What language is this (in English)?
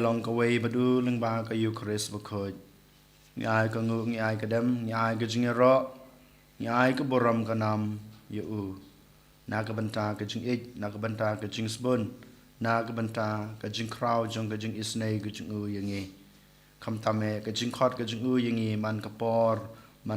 Khasi